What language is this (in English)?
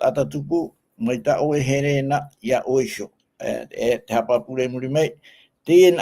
Tahitian